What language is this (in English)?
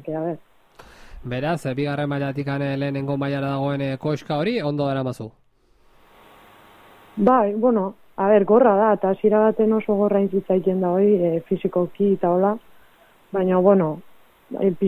Basque